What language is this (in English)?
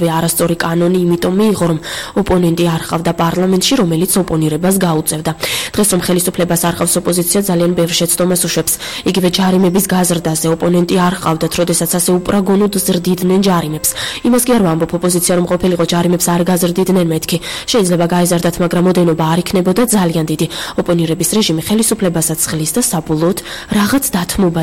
Georgian